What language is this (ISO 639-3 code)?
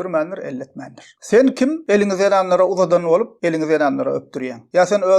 tuk